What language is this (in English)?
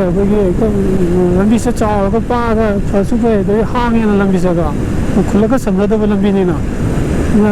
Manipuri